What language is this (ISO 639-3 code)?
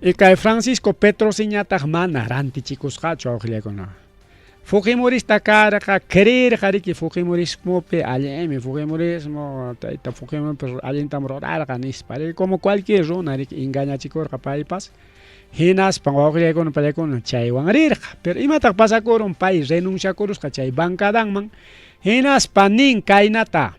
quy